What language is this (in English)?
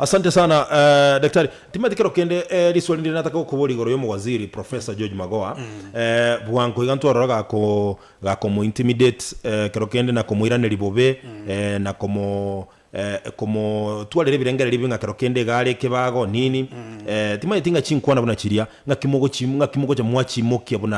Gusii